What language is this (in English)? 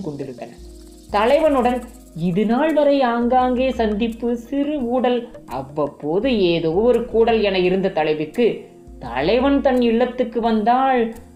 Tamil